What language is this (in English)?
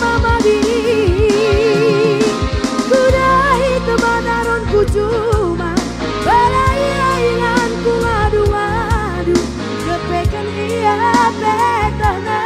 Batak Karo